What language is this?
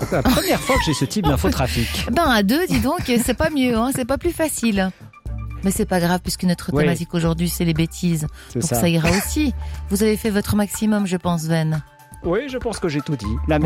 French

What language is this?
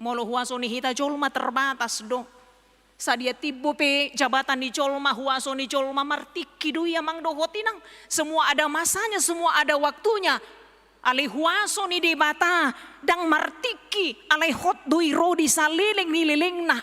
Batak Toba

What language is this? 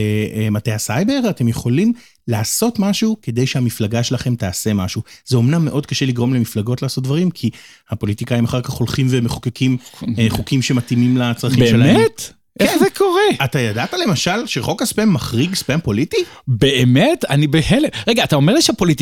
Hebrew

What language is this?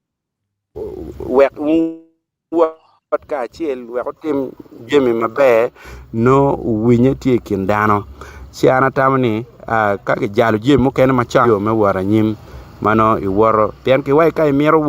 Acoli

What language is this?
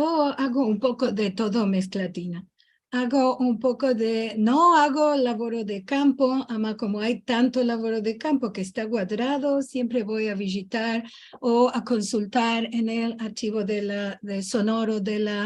Ladino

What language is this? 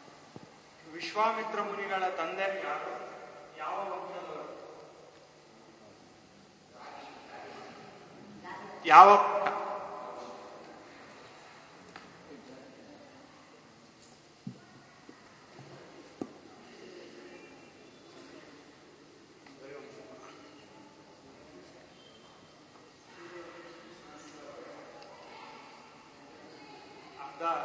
Kannada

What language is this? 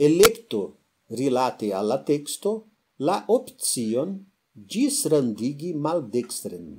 Esperanto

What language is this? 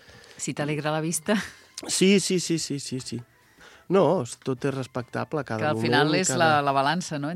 Catalan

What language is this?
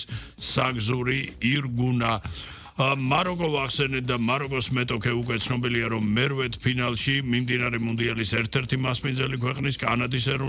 Georgian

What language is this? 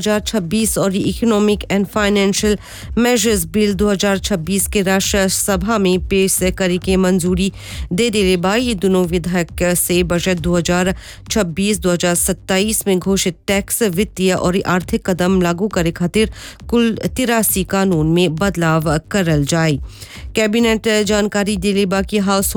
Bhojpuri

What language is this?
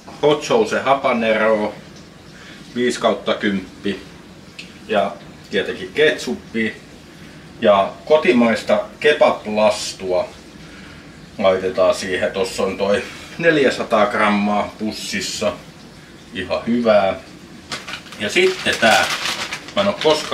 Finnish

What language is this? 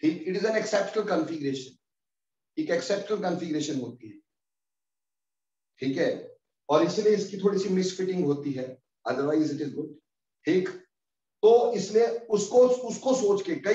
Hindi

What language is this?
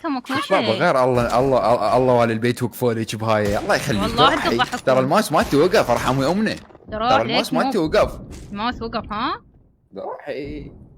Mesopotamian Arabic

